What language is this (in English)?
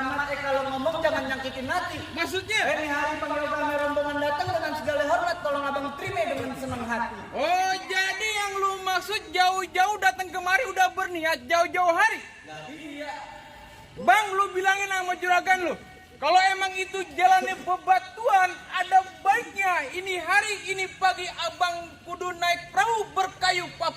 Betawi